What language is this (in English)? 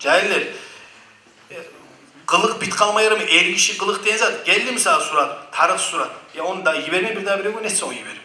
Kumyk